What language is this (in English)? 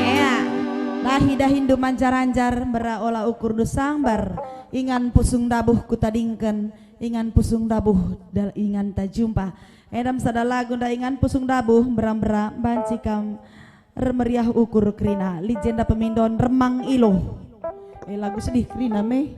Batak Karo